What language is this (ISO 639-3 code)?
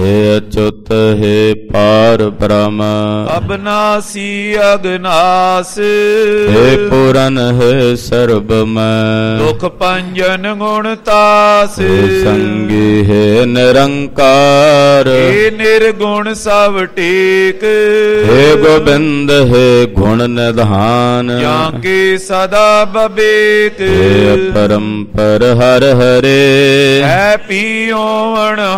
pan